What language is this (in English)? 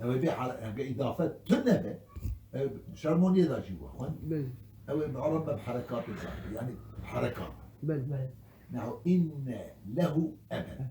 Kurdish